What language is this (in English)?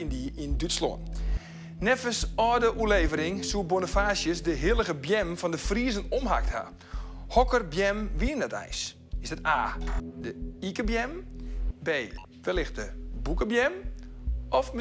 Western Frisian